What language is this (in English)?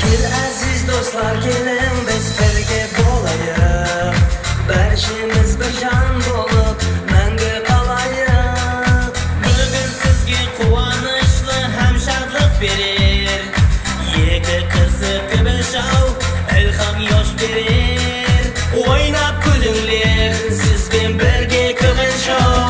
Kara-Kalpak